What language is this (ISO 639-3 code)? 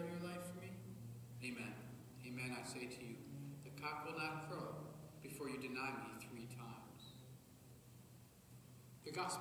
eng